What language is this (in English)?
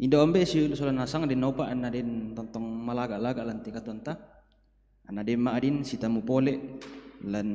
Toraja-Sa'dan